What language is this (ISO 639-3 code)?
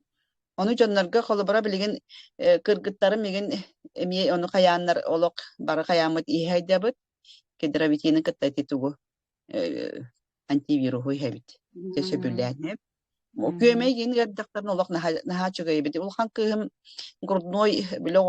sah